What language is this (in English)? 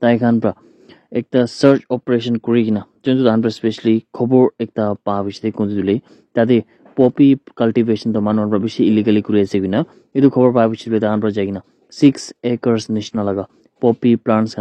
Naga Pidgin